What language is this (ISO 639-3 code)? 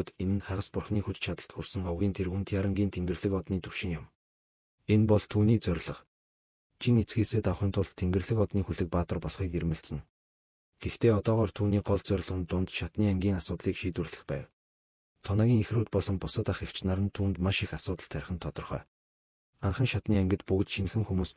mon